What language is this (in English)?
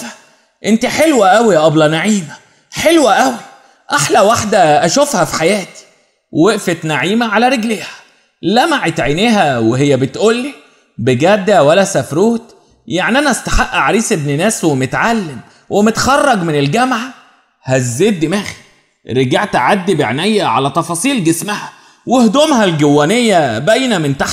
Egyptian Arabic